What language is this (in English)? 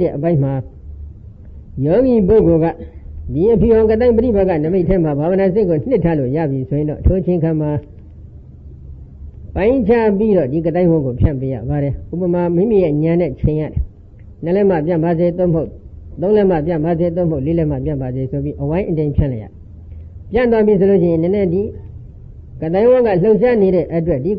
Burmese